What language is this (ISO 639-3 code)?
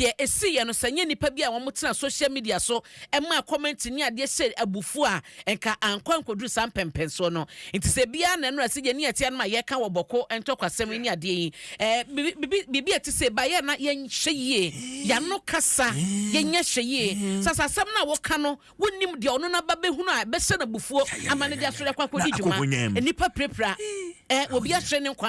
aka